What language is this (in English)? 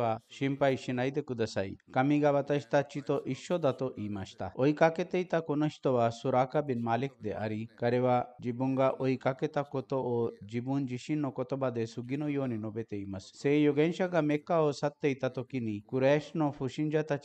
Japanese